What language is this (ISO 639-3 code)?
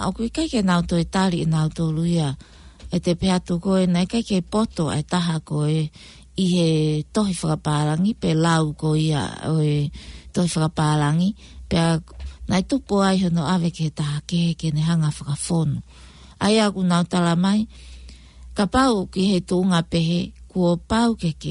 ton